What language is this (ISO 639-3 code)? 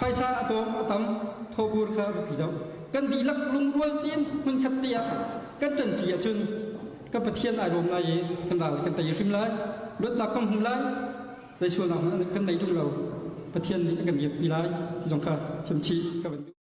cnh